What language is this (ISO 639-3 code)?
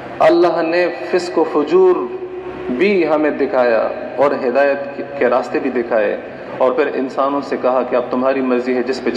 urd